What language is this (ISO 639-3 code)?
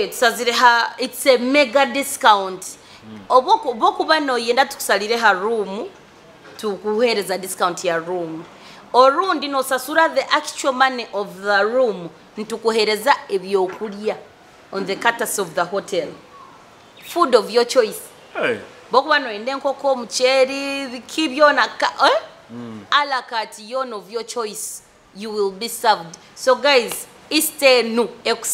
nyo